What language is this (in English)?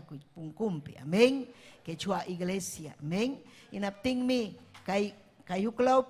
Ayacucho Quechua